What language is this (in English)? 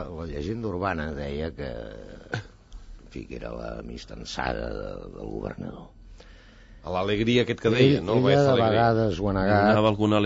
Catalan